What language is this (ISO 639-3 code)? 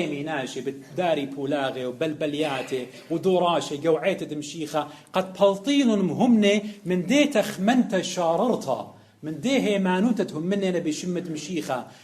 aii